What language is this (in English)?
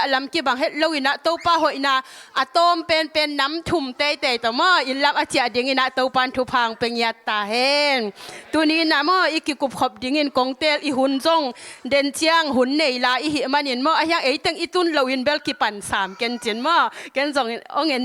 Tedim Chin